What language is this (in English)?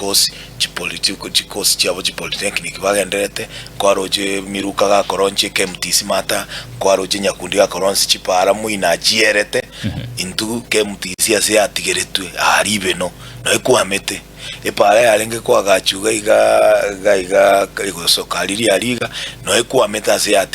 Gusii